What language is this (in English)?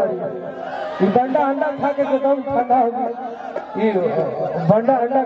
Bhojpuri